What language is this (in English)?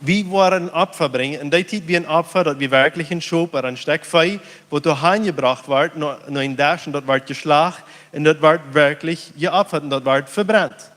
Plautdietsch